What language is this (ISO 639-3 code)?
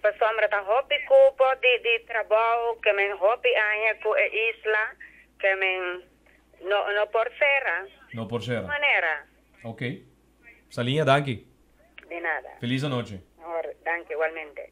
pap